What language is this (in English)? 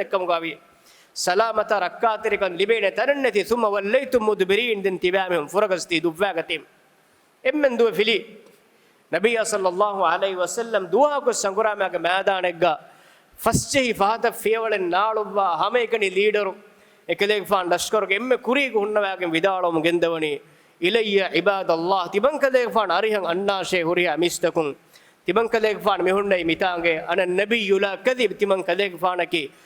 Divehi